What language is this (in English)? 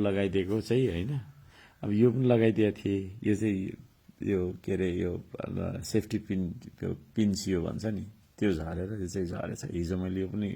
Nepali